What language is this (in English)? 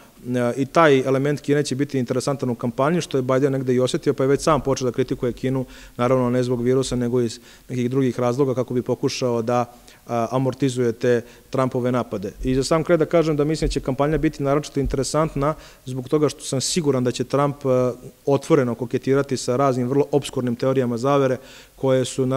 Serbian